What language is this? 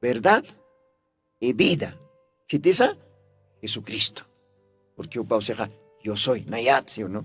Aymara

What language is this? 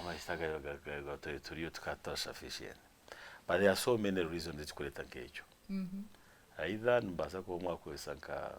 Nyankole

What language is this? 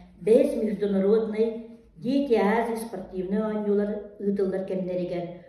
Yakut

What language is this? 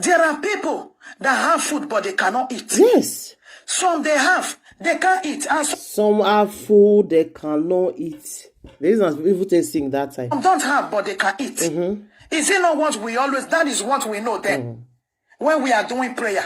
Nigerian Pidgin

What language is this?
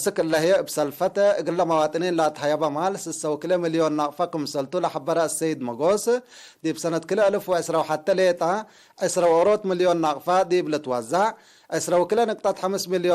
Tigre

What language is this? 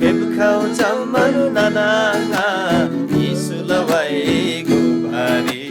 Eastern Tamang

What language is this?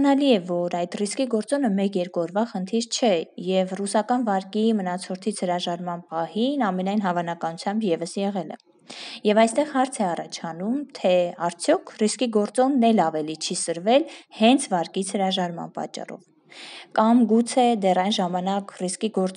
Armenian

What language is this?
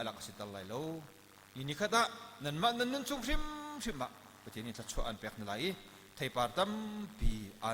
Hakha Chin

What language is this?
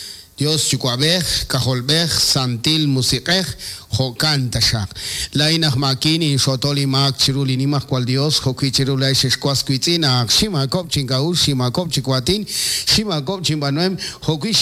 Kekchí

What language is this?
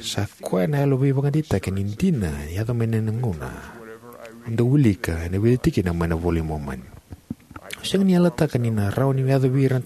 Fijian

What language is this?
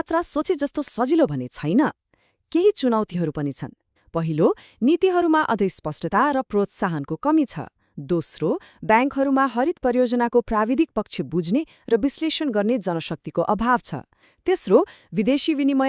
Nepali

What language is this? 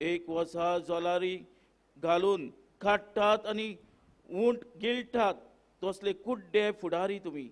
Konkani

